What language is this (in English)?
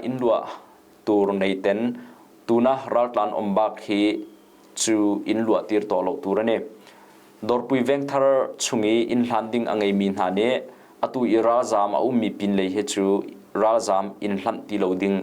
Hakha Chin